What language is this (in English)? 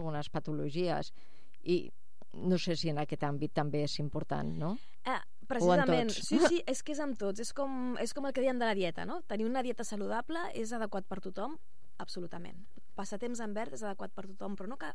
Catalan